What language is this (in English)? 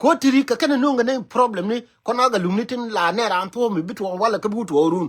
Nuer